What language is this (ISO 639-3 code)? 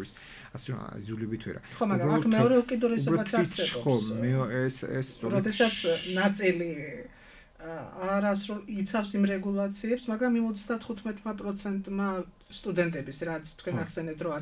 kat